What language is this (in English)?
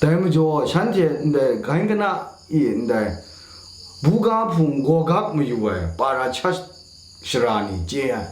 Kachin